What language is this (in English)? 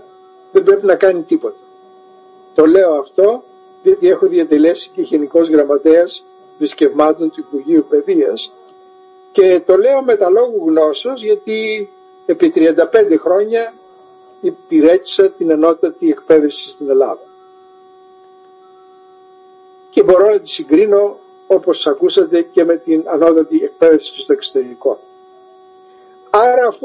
Greek